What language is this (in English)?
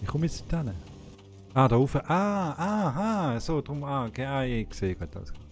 Swiss German